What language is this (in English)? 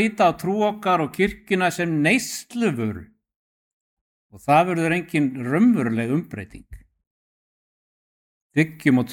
Icelandic